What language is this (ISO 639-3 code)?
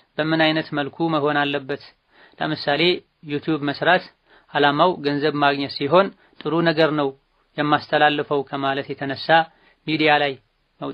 amh